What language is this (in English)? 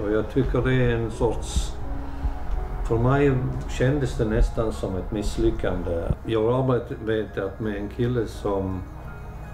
Swedish